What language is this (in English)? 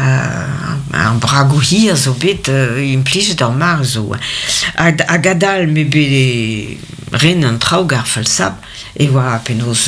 Breton